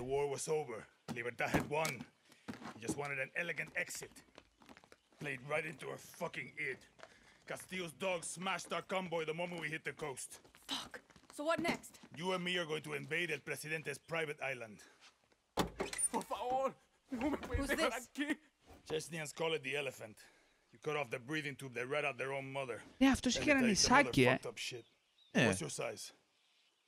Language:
Greek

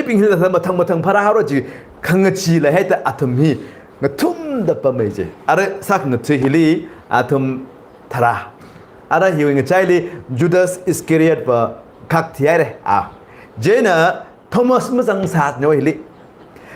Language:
Tangkhul Naga (India)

